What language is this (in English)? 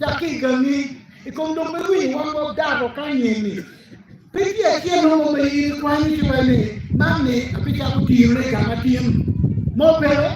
Acoli